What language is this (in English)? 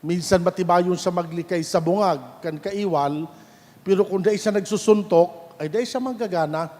Bikol